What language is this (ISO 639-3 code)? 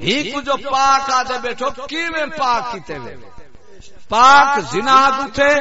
skr